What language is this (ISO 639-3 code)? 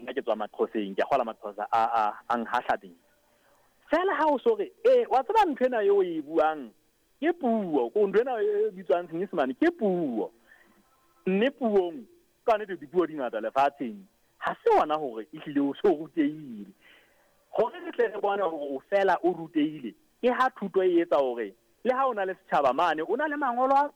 sot